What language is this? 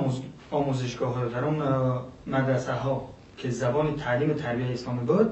Persian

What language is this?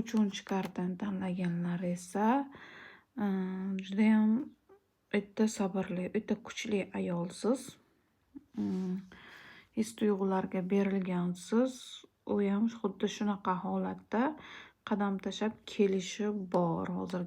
Uzbek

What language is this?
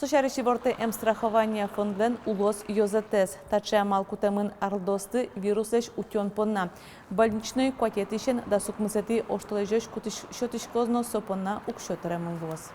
Udmurt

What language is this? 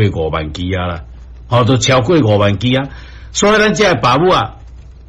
Min Nan Chinese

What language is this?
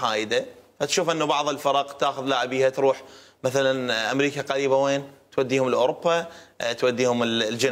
Mesopotamian Arabic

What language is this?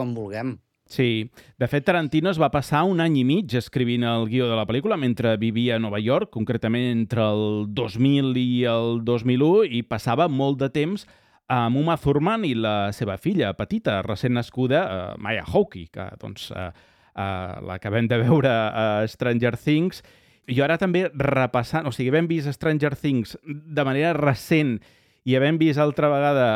Catalan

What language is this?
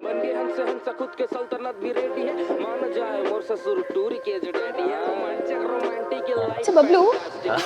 Chhattisgarhi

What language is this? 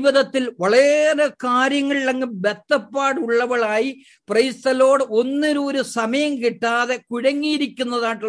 Malayalam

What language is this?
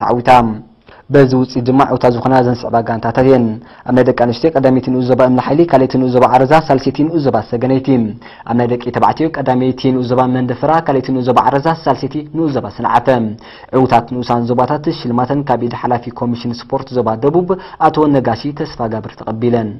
Tigrinya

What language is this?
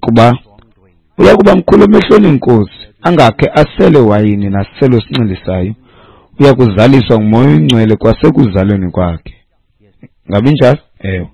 Xhosa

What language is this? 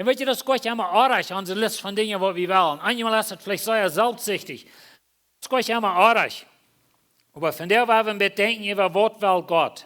Plautdietsch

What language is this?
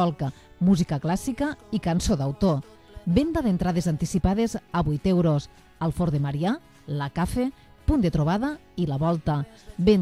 Catalan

